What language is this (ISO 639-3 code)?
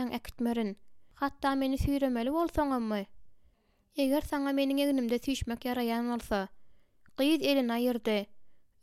tuk